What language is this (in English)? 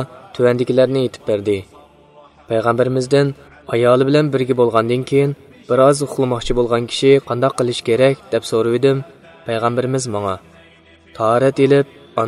Uyghur